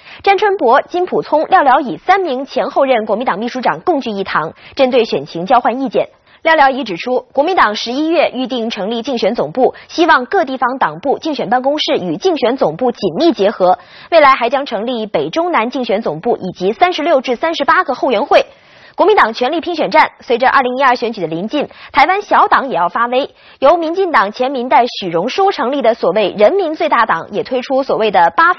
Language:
Chinese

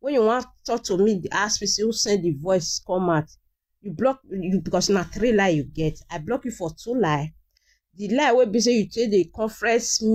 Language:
Nigerian Pidgin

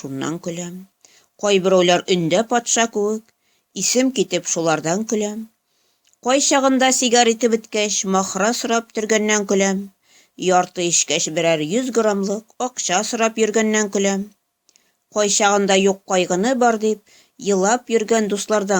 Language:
Tatar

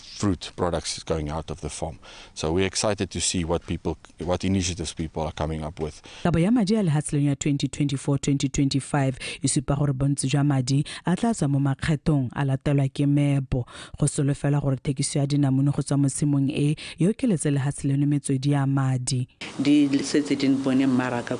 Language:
Tswana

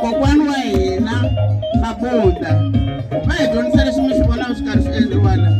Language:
Tsonga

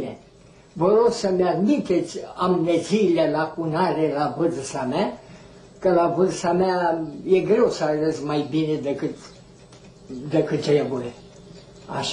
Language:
Romanian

